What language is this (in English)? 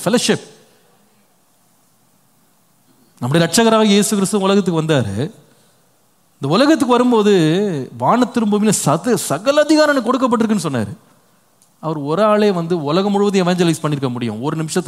Tamil